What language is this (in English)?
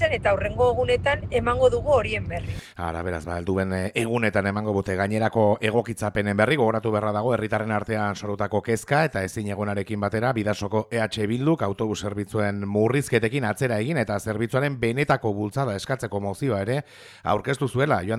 Basque